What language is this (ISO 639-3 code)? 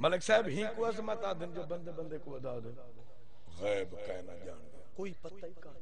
skr